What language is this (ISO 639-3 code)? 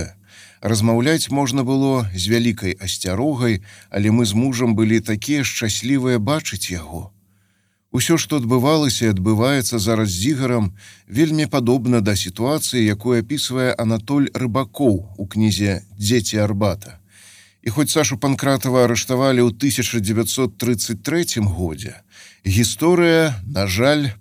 bel